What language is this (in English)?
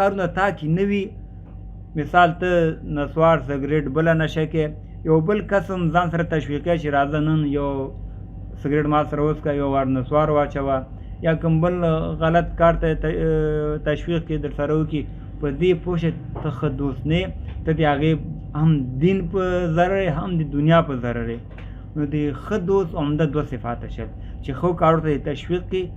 Pashto